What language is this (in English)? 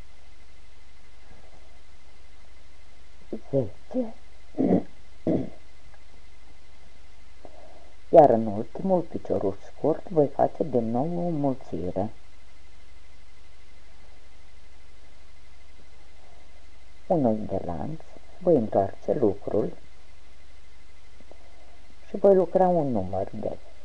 Romanian